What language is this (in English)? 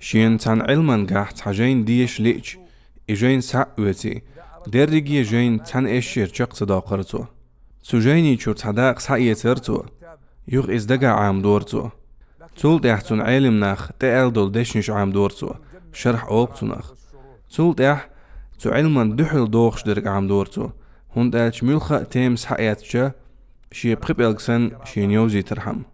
Chechen